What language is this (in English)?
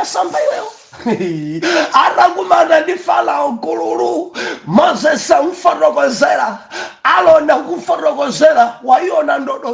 Nyanja